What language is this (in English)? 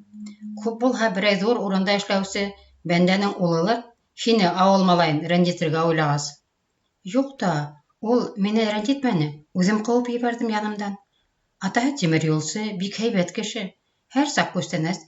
Bashkir